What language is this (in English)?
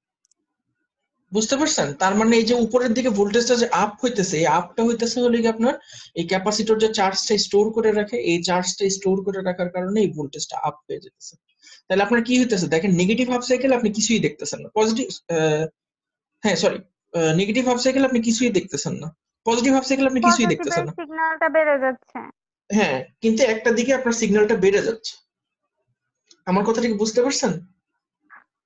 Bangla